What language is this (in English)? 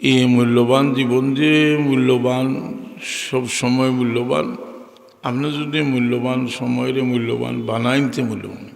Sylheti